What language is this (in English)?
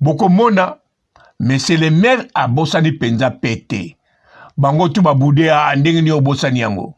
Lingala